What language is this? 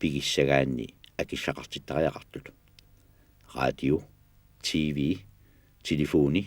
Kalaallisut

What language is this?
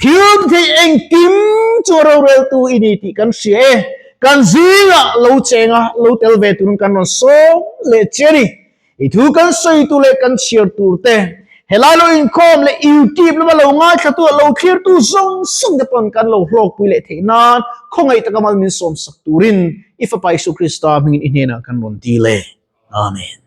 Mizo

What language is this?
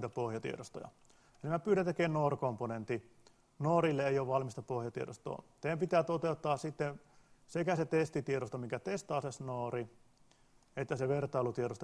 Finnish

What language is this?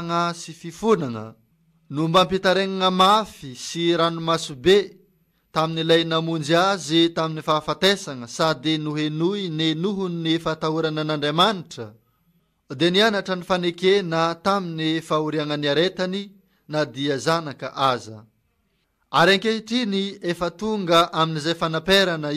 Malagasy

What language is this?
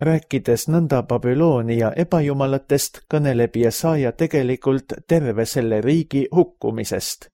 Estonian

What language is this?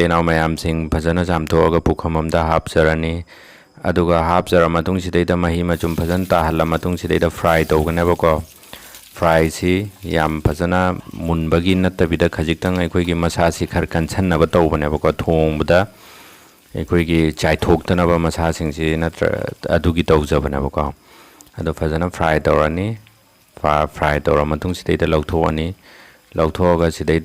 Manipuri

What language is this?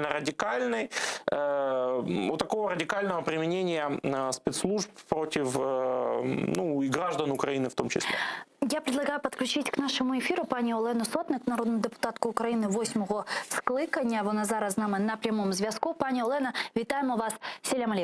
Crimean Tatar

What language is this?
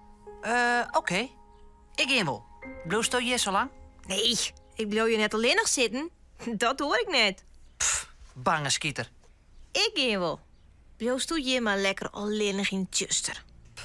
Western Frisian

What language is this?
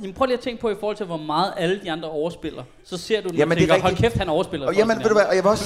Danish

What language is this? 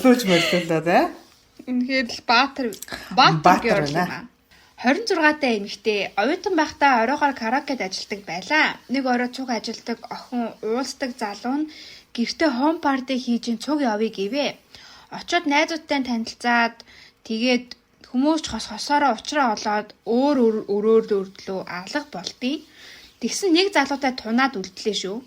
Mongolian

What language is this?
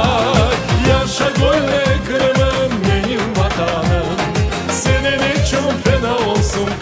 Crimean Tatar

